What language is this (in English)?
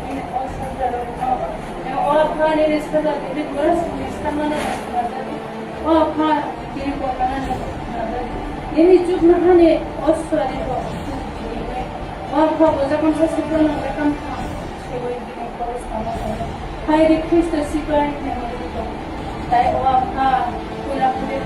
Kok Borok